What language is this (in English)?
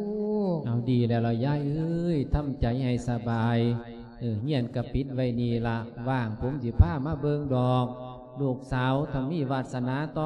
Lao